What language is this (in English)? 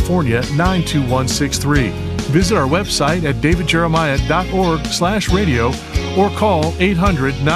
English